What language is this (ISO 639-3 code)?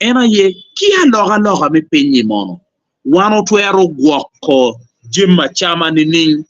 ach